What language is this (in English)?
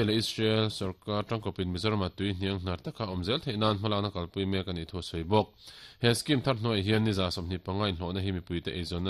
Mizo